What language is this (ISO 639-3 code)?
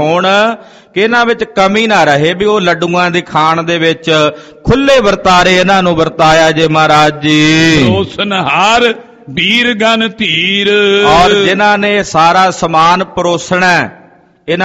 pan